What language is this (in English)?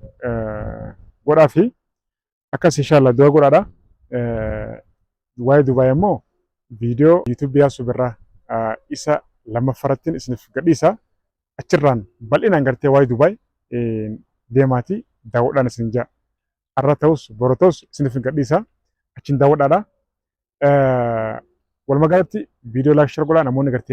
Oromo